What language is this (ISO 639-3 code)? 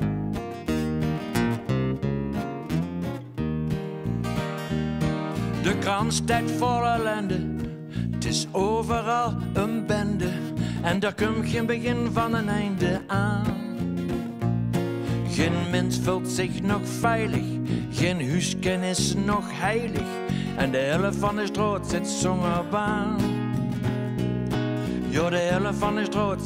nld